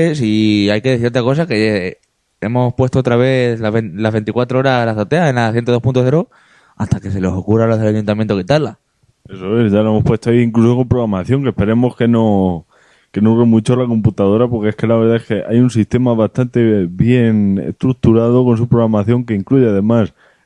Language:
Spanish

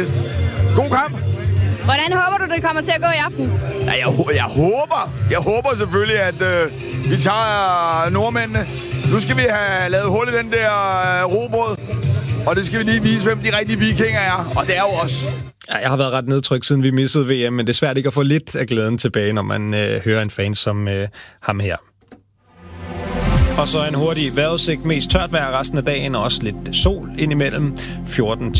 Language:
Danish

